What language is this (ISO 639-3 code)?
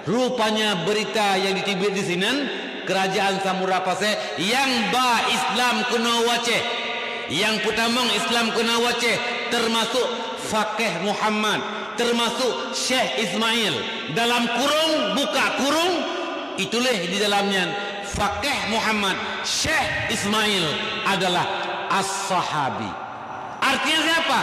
ace